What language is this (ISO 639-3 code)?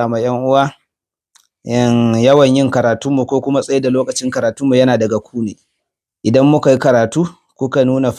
hau